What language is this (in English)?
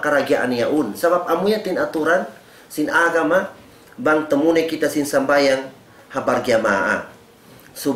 Tausug